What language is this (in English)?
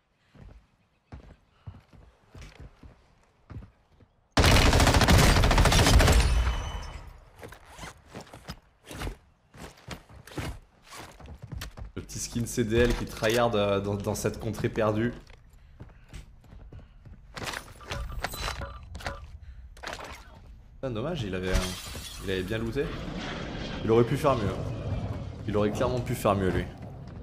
French